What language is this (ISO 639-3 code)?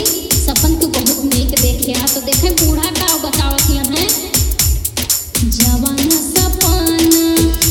bho